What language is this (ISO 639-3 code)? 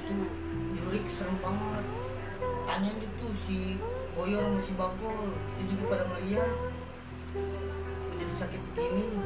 bew